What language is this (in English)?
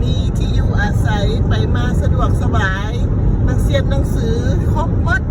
Lao